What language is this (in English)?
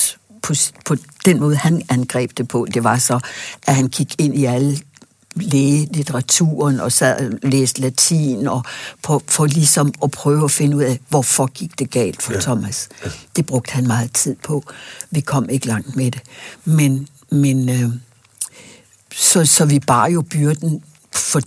Danish